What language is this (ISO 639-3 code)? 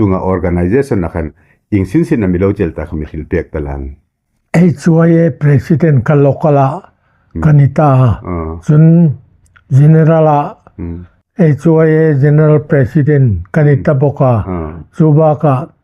hmr